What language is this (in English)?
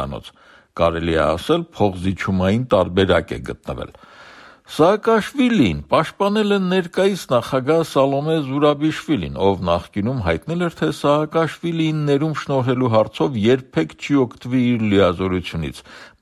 Armenian